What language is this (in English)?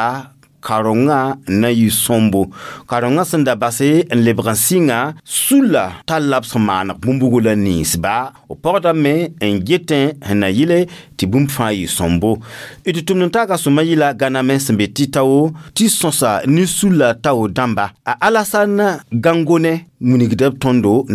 Mossi